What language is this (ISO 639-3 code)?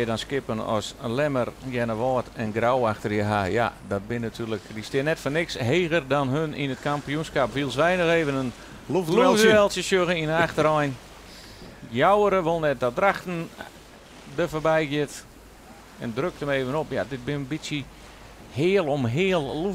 fry